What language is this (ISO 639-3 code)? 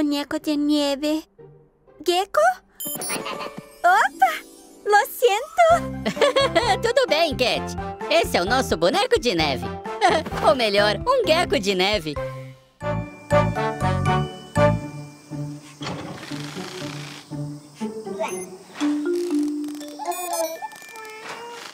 por